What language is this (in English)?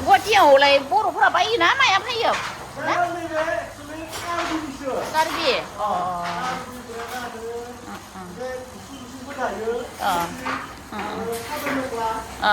Bodo